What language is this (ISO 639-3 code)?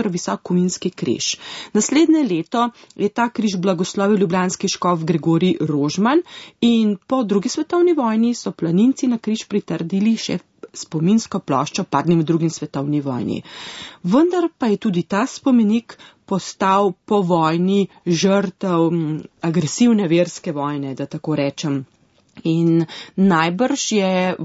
slv